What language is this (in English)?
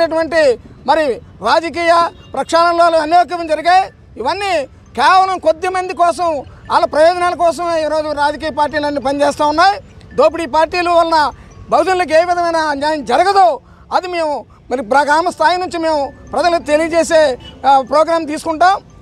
Telugu